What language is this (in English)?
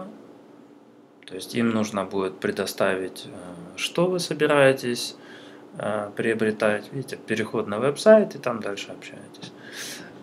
Russian